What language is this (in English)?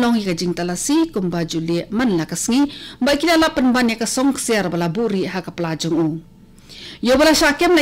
Khasi